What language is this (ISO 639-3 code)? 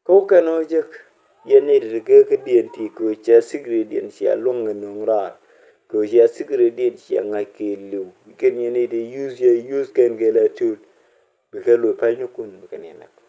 nus